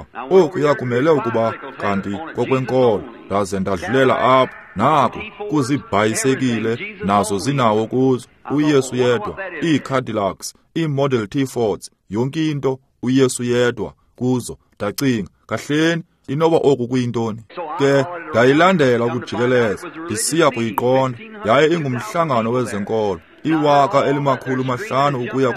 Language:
Xhosa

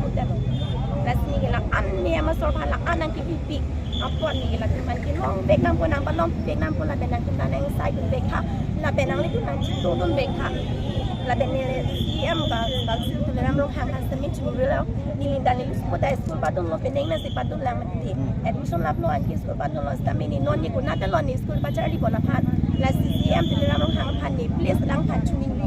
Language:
Karbi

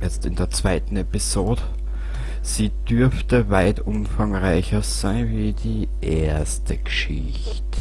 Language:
Bavarian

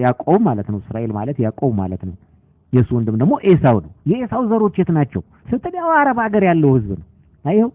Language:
Amharic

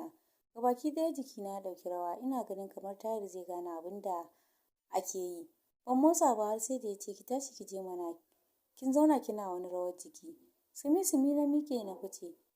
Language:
Hausa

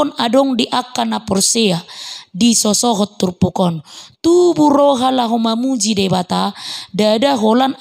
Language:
Batak Toba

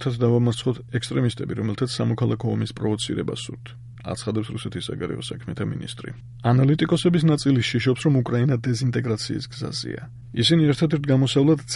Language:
Georgian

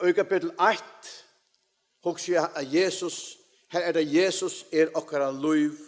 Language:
Faroese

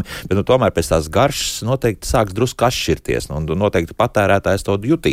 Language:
Latvian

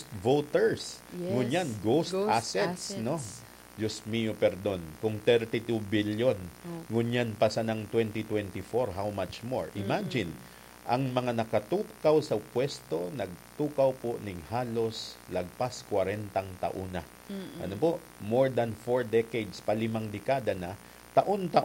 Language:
Bikol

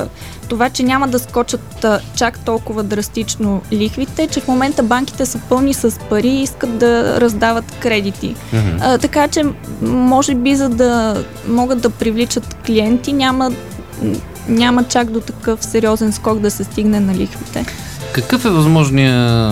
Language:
Bulgarian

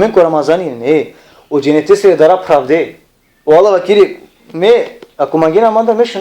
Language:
Balkan Romani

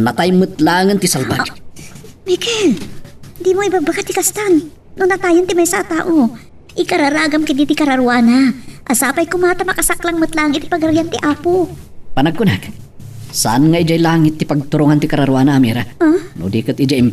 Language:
Iloko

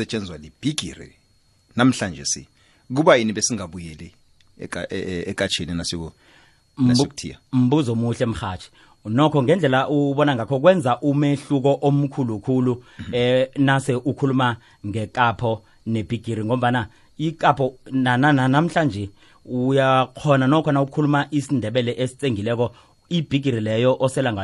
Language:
South Ndebele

